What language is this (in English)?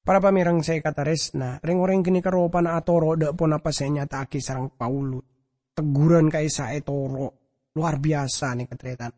Madurese